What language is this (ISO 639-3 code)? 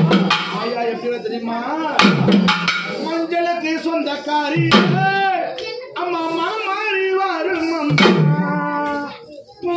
tam